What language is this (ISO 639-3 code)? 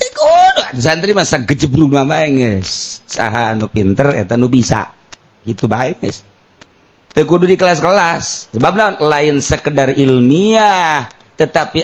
sun